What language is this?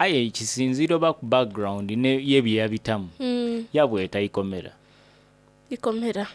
Soga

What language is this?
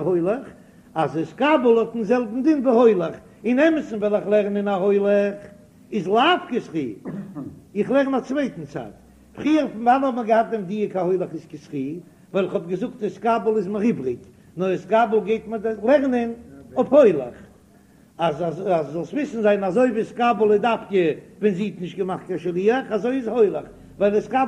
Yiddish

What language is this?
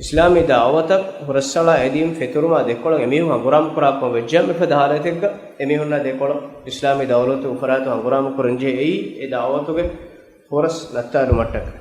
Divehi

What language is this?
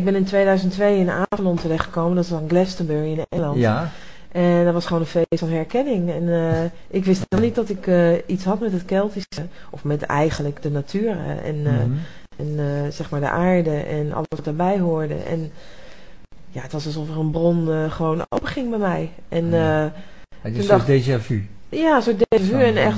Dutch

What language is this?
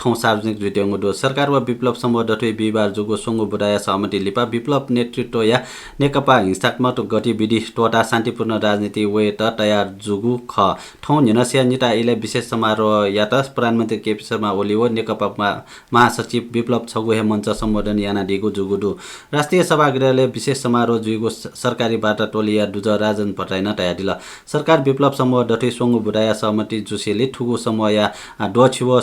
Newari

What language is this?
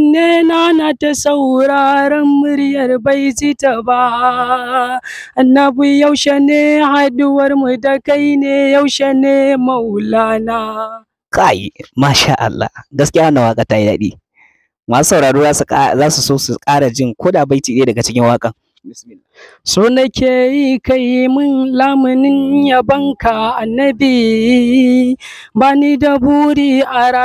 Hausa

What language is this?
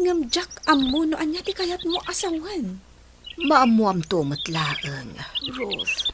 Iloko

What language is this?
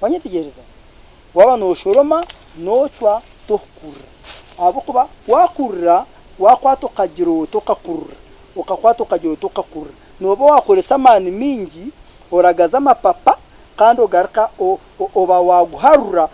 Nyankole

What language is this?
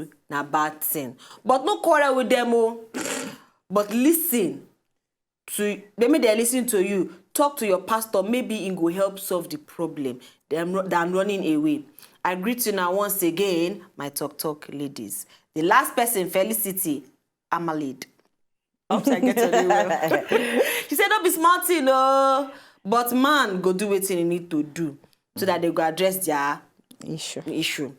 Nigerian Pidgin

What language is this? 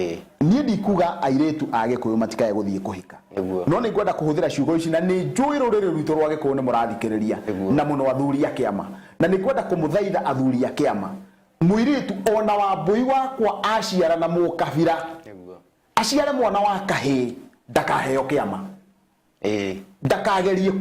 Kikuyu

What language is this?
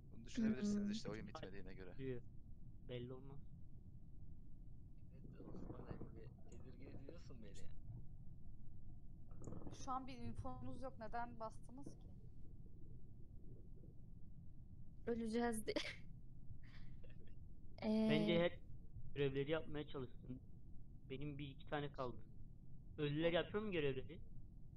Turkish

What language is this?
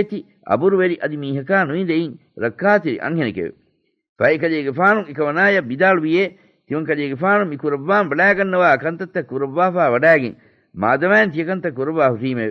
Divehi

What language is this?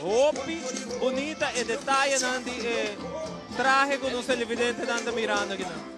Papiamento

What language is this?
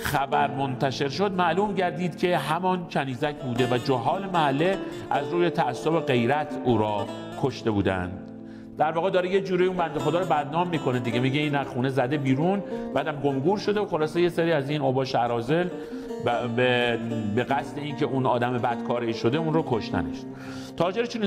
Persian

